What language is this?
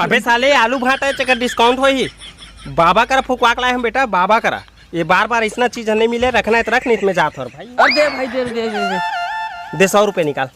Chhattisgarhi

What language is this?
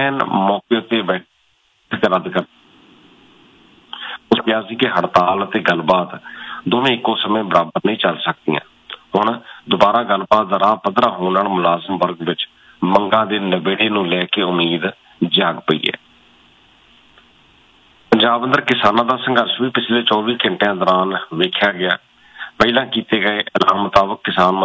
Punjabi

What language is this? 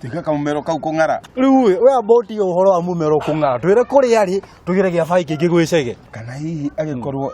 Kikuyu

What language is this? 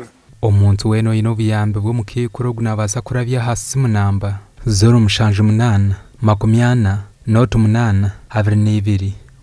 Nyankole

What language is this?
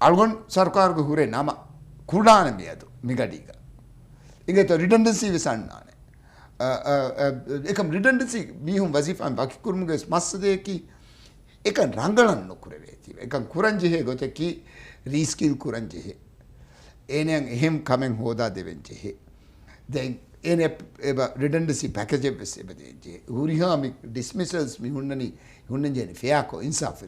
Divehi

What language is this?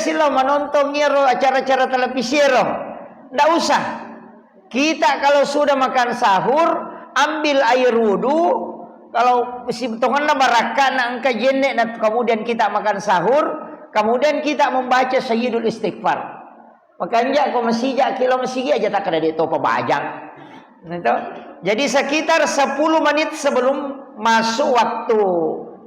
Buginese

